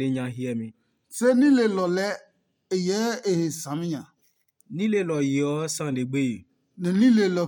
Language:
Adangme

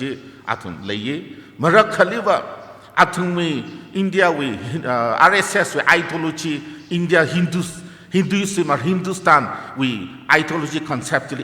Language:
Tangkhul Naga (India)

